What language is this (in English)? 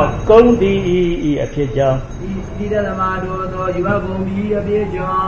Burmese